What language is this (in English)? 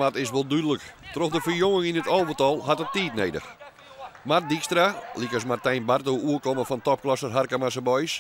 Western Frisian